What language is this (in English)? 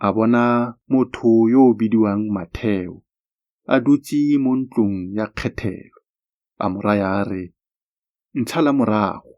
Tswana